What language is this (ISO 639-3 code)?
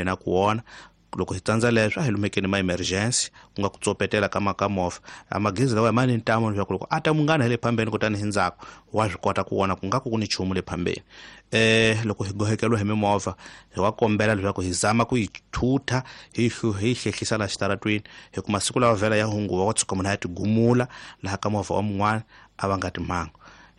tso